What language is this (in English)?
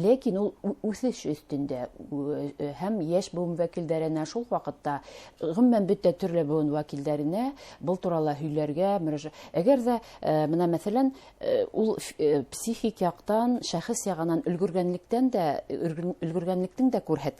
Bashkir